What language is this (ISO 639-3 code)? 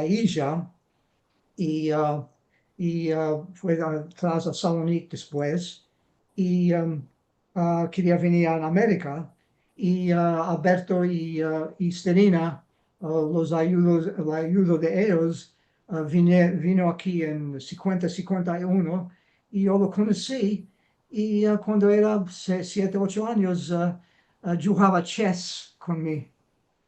lad